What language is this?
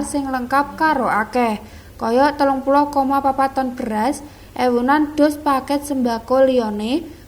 Javanese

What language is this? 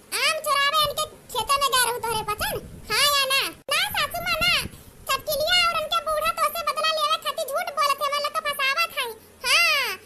Awadhi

